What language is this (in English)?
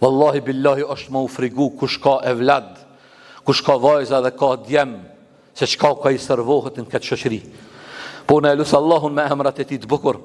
Albanian